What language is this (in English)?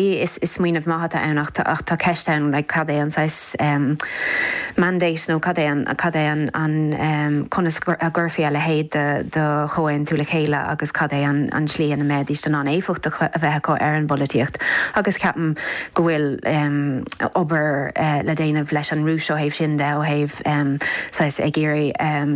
Irish